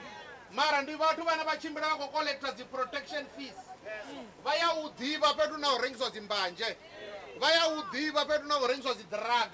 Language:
Venda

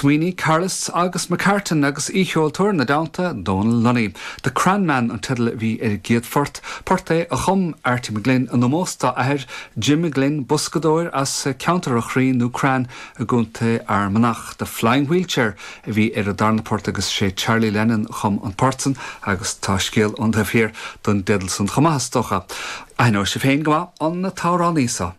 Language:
Irish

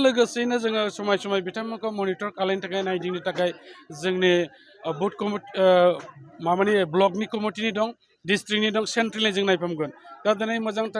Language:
Bodo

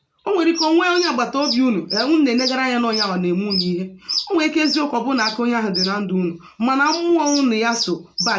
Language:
Igbo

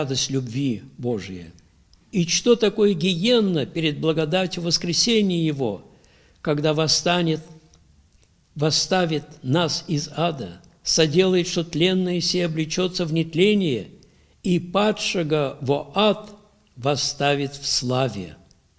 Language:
Russian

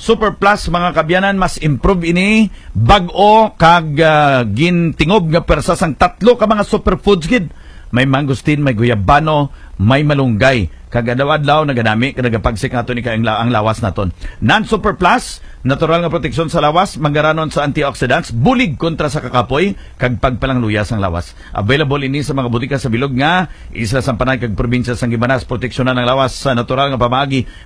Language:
Hiligaynon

